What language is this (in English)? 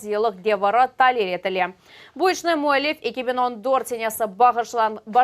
Crimean Tatar